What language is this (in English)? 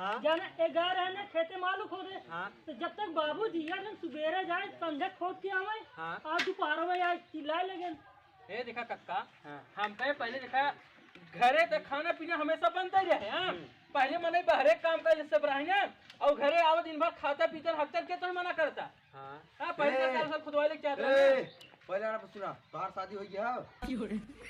Awadhi